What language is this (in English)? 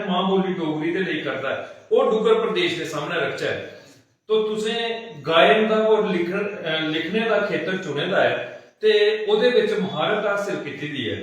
Dogri